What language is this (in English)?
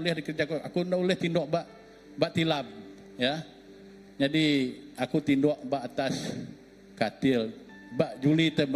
Iban